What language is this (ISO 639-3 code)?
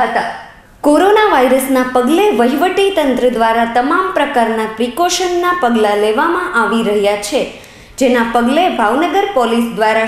guj